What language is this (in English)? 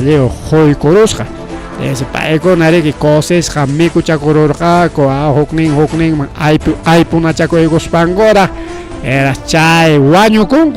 Ayacucho Quechua